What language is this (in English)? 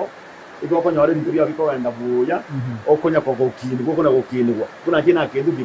Gusii